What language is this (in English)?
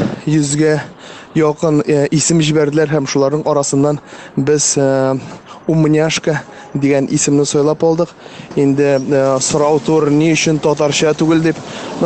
Tatar